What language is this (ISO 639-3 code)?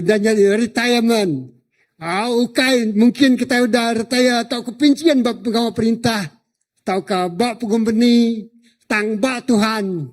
iba